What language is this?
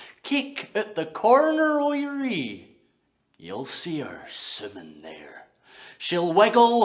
Scots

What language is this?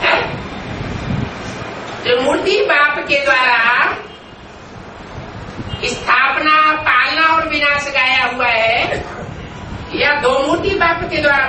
Hindi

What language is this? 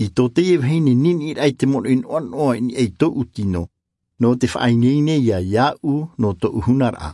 Tahitian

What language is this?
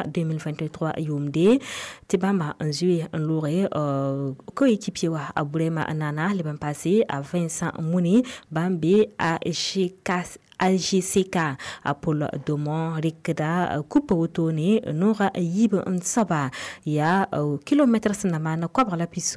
Mossi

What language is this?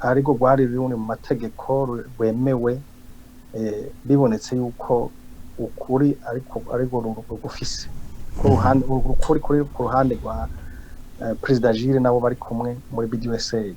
Rundi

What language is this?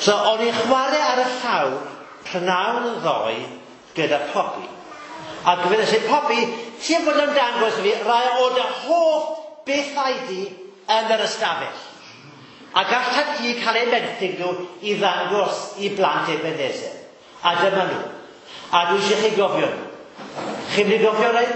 Welsh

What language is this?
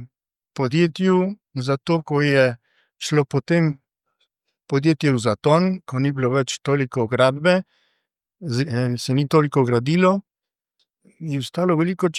Slovenian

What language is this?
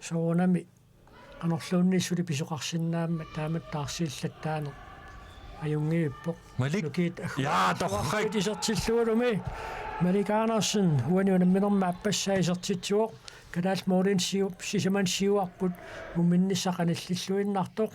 Kalaallisut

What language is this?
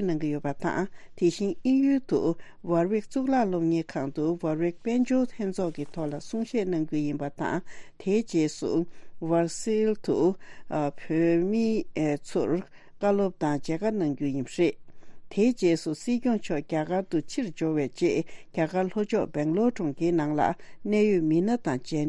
Tibetan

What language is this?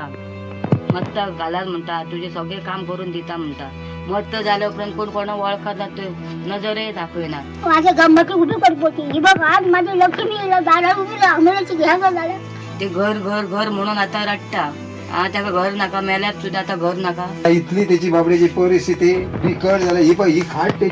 Konkani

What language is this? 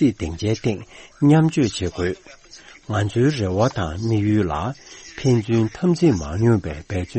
Tibetan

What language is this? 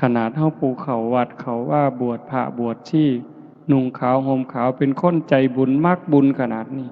Northeastern Thai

